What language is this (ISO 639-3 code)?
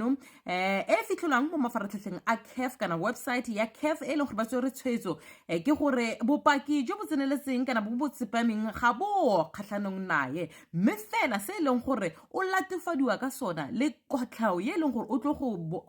tsn